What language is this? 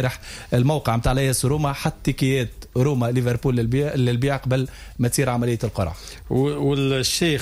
Tunisian Arabic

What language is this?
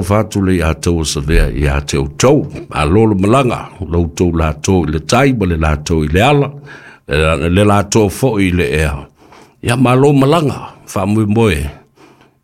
Samoan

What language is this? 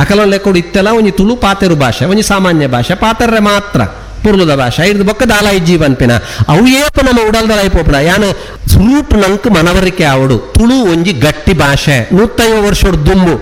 Tulu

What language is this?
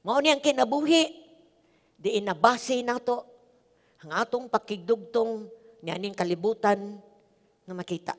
Cebuano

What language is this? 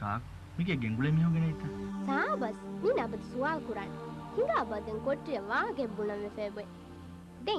Divehi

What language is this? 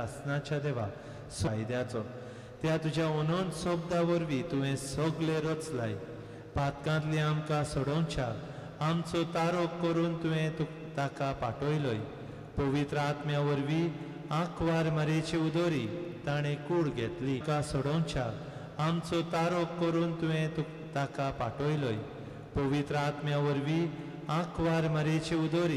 Konkani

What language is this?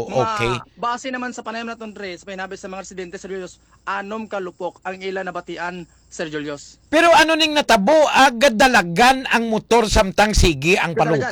Hiligaynon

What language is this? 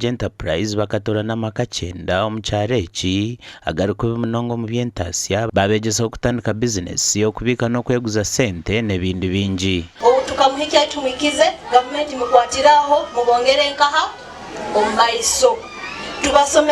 Nyankole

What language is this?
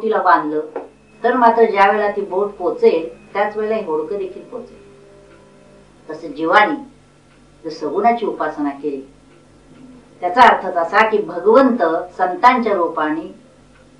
Marathi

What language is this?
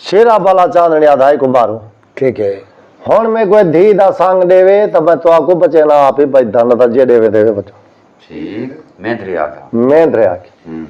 Saraiki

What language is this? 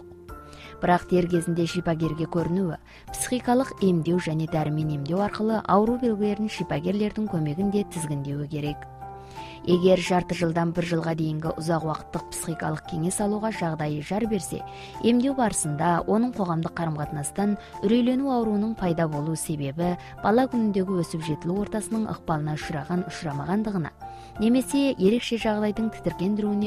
Kazakh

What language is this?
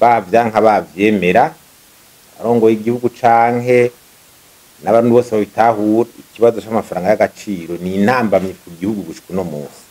Rundi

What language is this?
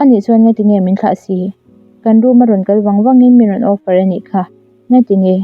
Mizo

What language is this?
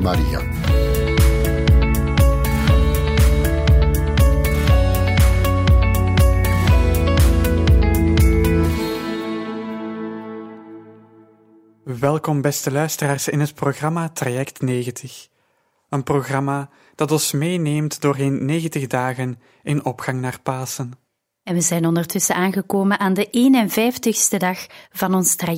Dutch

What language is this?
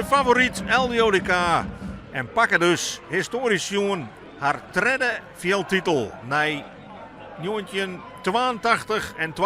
Western Frisian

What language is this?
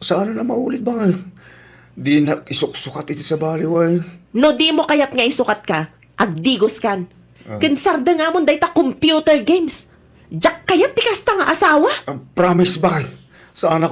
Iloko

